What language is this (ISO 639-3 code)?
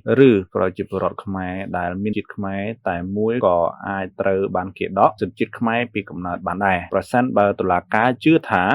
khm